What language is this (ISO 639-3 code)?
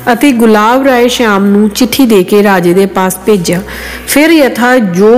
pan